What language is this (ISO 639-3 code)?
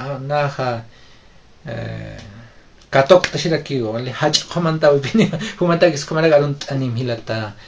aym